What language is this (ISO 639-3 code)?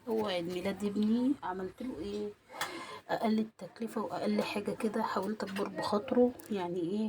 arz